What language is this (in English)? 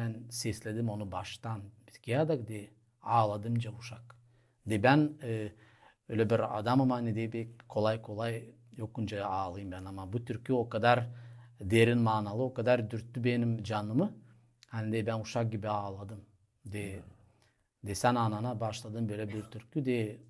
Gagauz